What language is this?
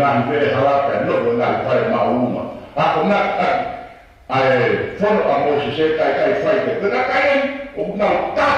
Tongan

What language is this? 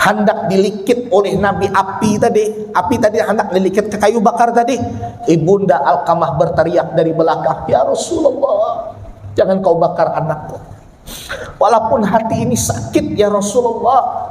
Banjar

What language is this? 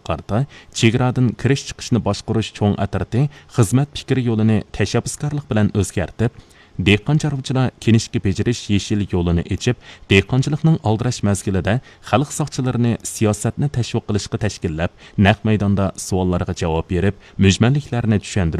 Uyghur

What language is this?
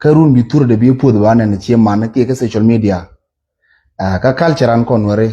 Nuer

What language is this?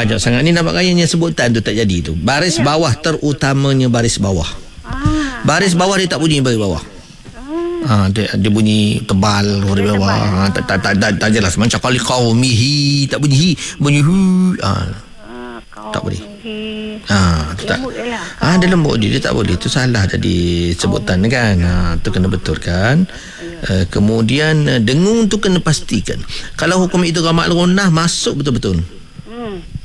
Malay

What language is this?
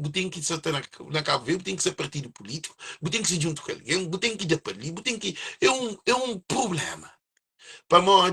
Kabuverdianu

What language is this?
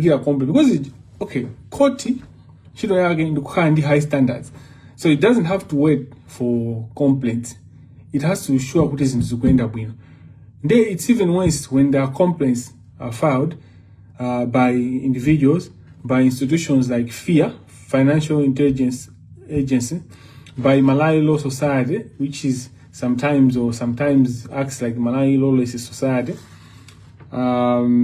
Nyanja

